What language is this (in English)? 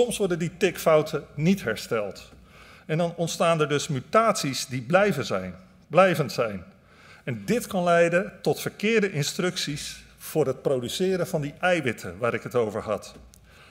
Dutch